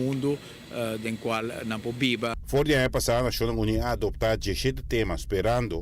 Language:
Papiamento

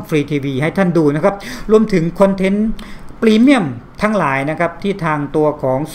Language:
Thai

